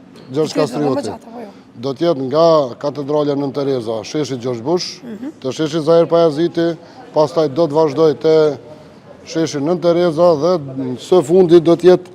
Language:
Albanian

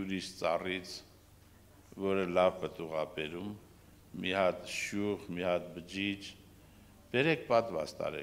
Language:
Armenian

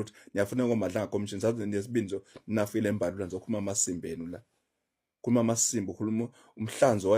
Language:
Zulu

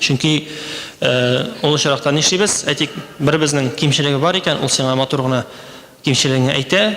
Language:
Tatar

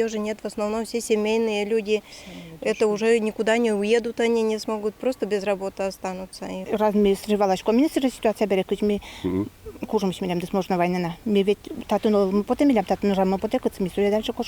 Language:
Udmurt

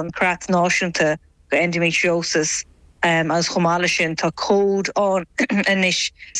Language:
Irish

